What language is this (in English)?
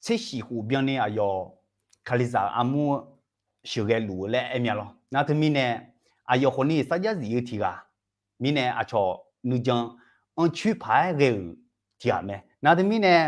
Akha